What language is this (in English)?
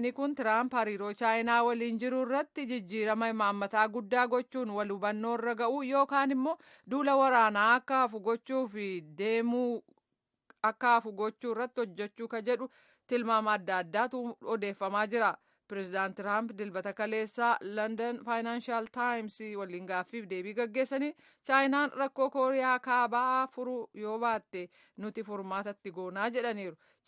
Oromo